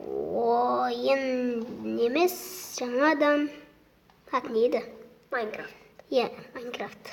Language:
Kazakh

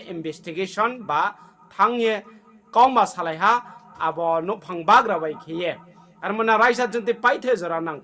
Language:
Riang (India)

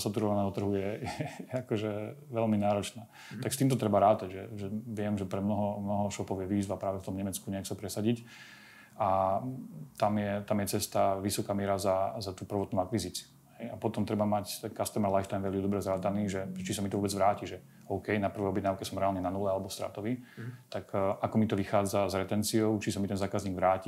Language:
Slovak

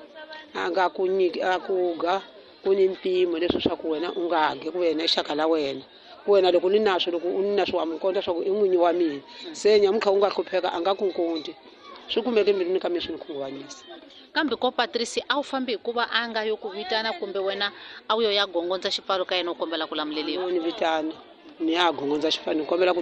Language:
Tsonga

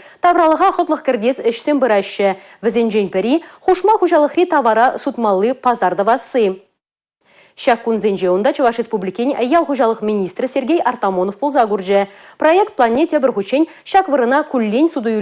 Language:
Chuvash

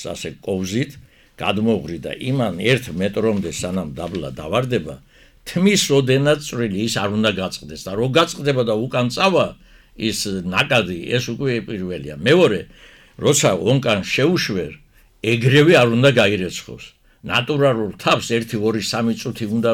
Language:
Georgian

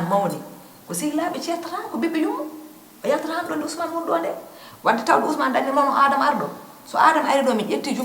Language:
Fula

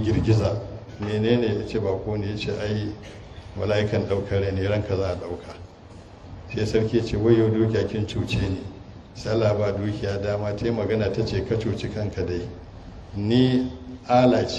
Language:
Hausa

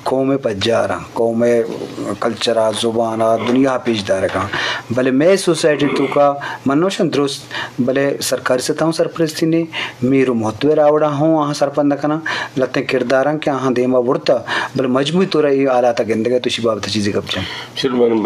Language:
Eastern Balochi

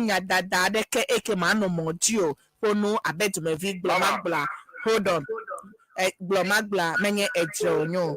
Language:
Ewe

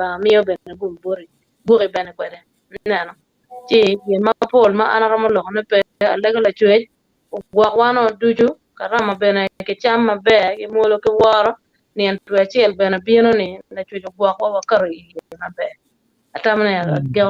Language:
Acoli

